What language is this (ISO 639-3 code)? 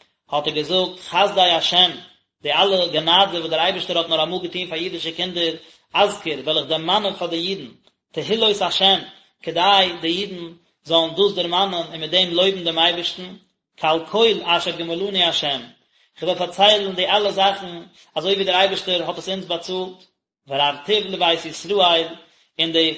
yid